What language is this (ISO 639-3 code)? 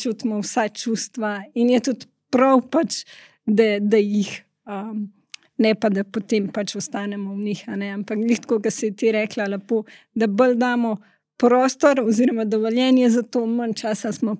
slv